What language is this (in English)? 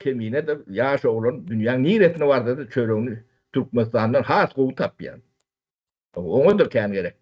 Turkmen